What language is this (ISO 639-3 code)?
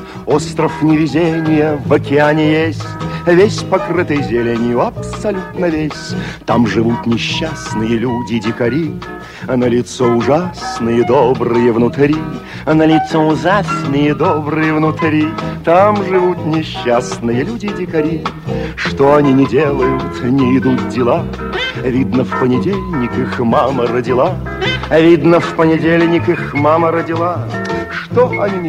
rus